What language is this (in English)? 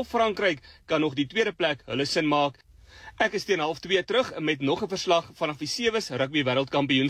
Afrikaans